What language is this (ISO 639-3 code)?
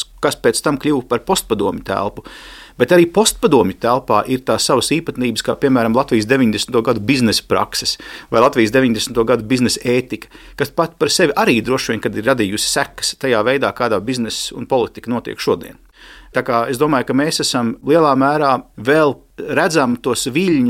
lav